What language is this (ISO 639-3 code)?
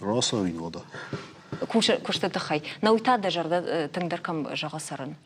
oss